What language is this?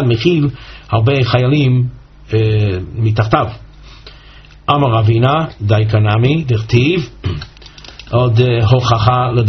Hebrew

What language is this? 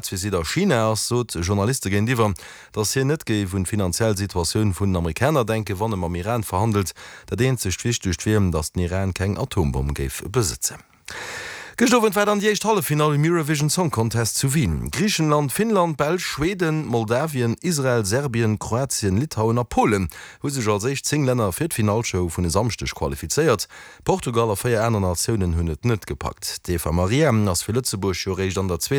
Luxembourgish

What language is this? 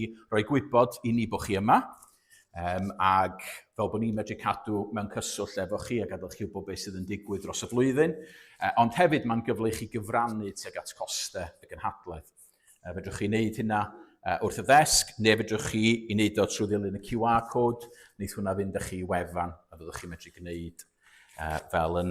Welsh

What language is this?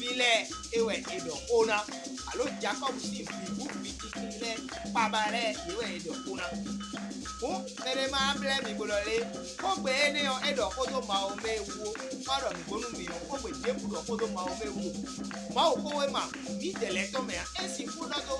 Fon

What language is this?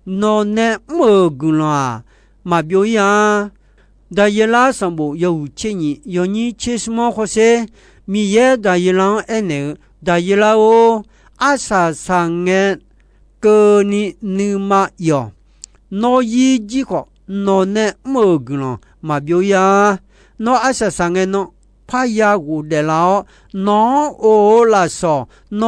Akha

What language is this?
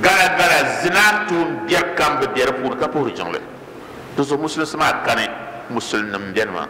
Dagbani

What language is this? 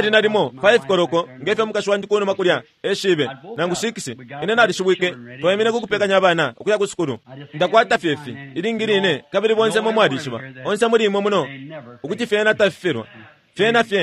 Bemba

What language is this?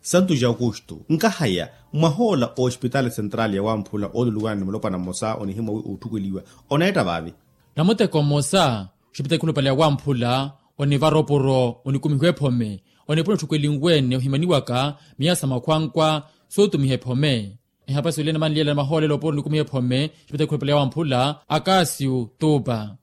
Makhuwa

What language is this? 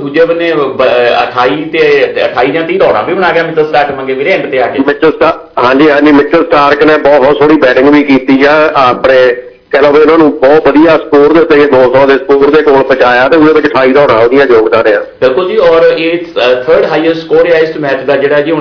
Punjabi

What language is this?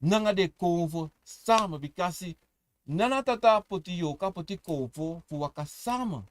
Sranan Tongo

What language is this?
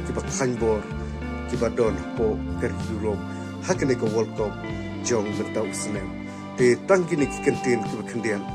Khasi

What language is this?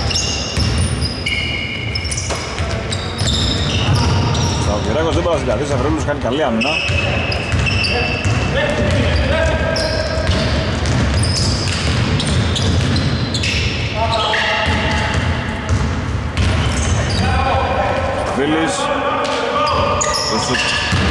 Greek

